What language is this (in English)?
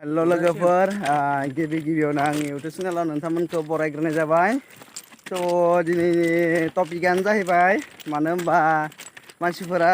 Bodo